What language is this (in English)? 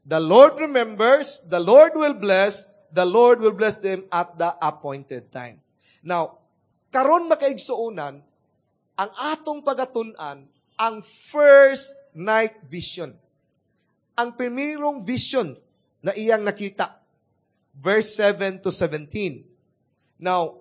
Cebuano